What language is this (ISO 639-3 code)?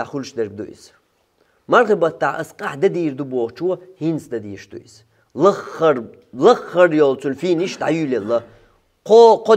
che